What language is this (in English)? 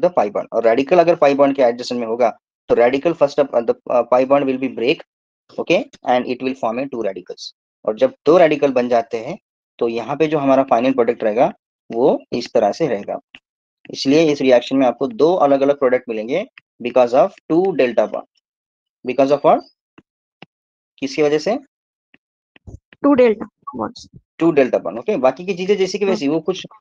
Hindi